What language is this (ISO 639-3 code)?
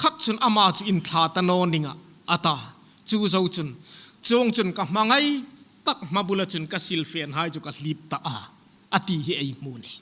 hmr